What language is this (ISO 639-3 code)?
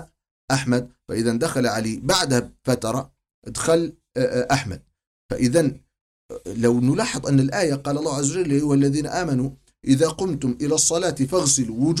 ara